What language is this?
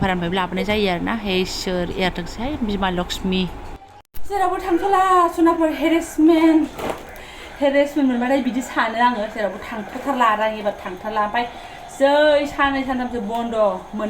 Bodo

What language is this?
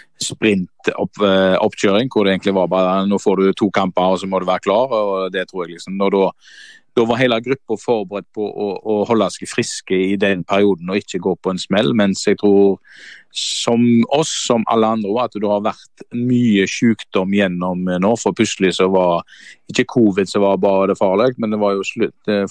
Norwegian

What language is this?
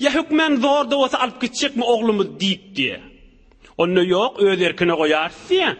Turkmen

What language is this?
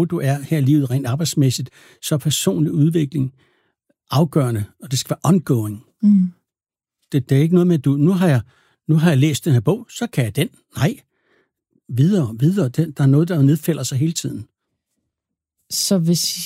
Danish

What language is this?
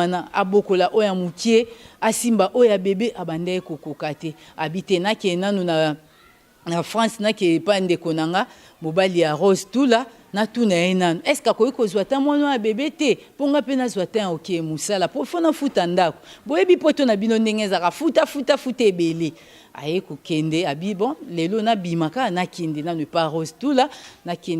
Lingala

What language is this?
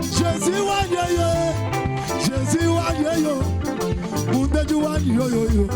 Luba-Lulua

